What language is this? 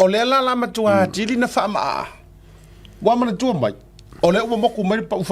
Samoan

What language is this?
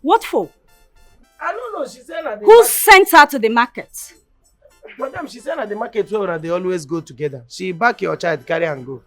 Nigerian Pidgin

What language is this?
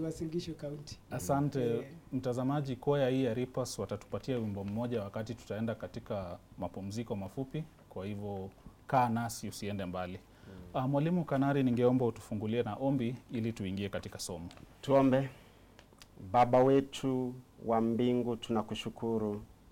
Swahili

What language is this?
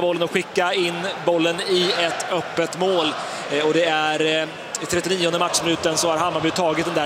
Swedish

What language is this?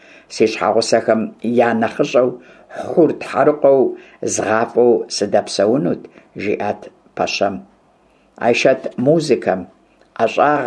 Kabardian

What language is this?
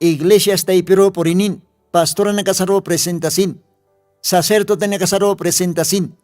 Aymara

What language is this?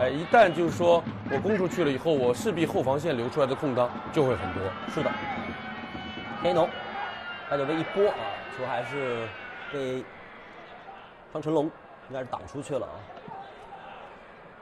Chinese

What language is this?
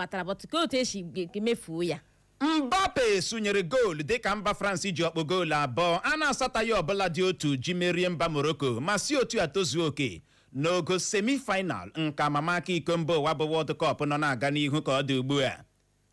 Igbo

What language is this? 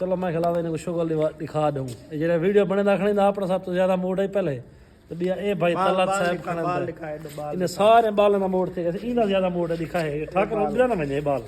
Saraiki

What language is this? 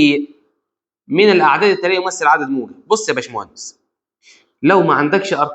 Egyptian Arabic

